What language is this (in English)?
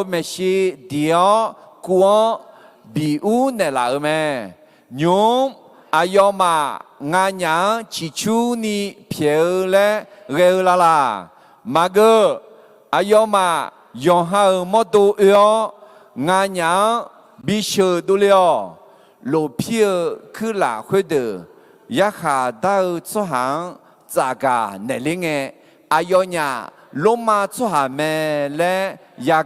Akha